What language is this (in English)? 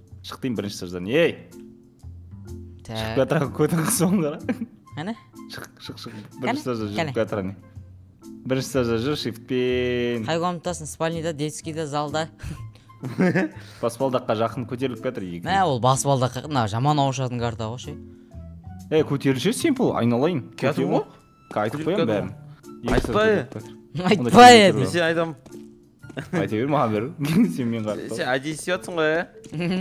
Kazakh